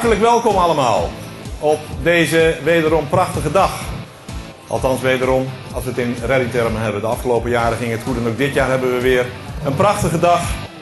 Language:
Dutch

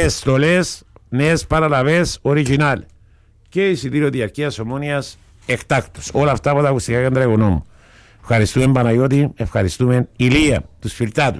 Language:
Greek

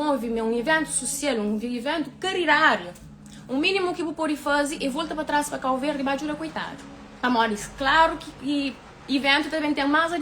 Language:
Kabuverdianu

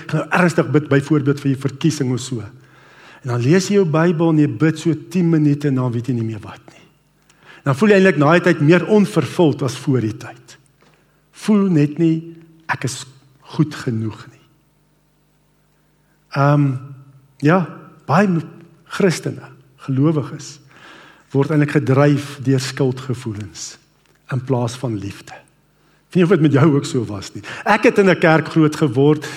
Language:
Afrikaans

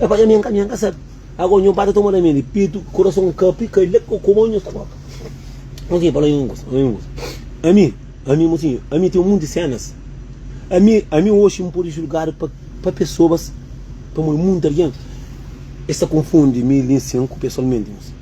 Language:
Kabuverdianu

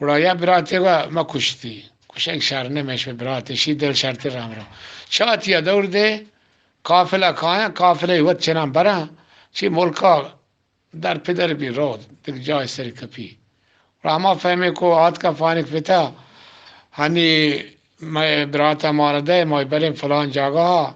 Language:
Eastern Balochi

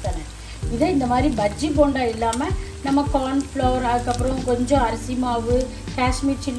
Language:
Tamil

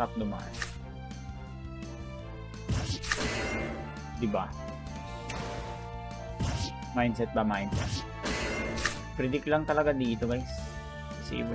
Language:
Filipino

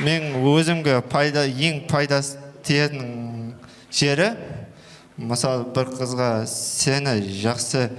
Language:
Kara-Kalpak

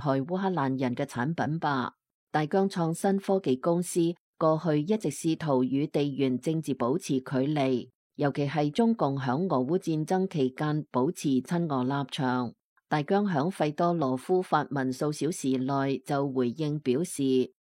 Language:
Cantonese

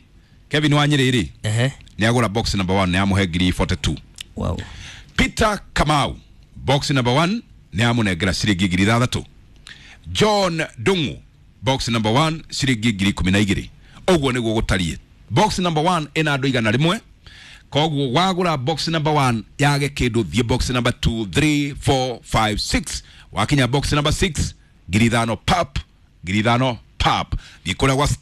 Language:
Kikuyu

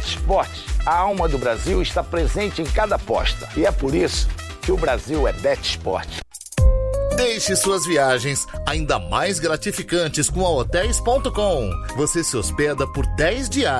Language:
Portuguese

